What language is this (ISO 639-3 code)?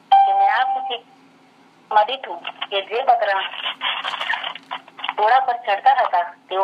guj